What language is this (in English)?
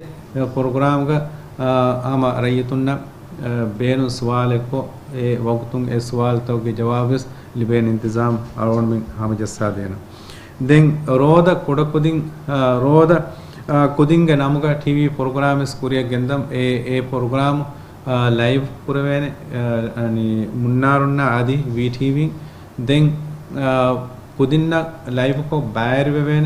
Divehi